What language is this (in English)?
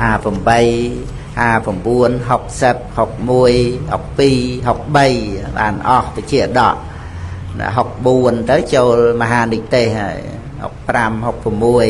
Khmer